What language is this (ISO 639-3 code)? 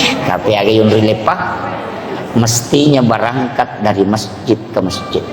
bug